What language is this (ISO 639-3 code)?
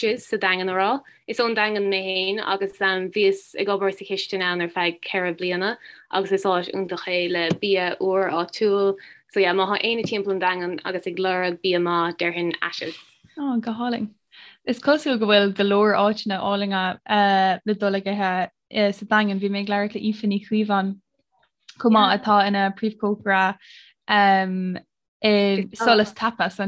gle